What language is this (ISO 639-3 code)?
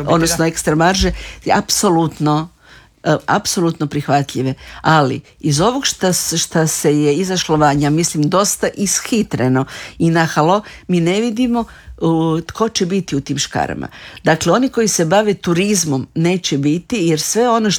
hrv